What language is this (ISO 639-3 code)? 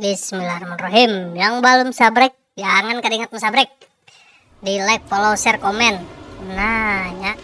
bjn